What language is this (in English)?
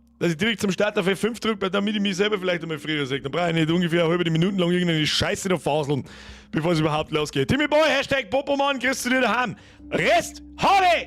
Bavarian